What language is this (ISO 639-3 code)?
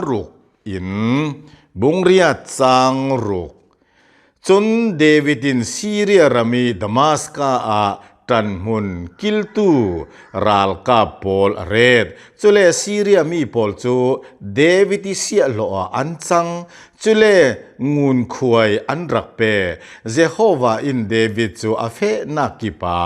cnh